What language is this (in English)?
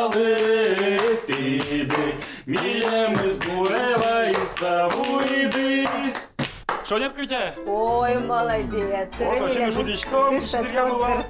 Udmurt